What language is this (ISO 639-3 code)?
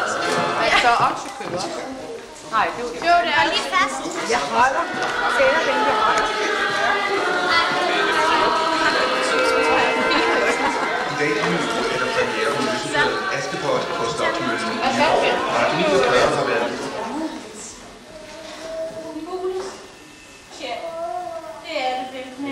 dan